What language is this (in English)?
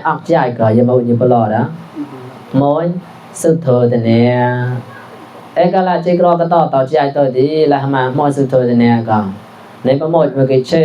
Mon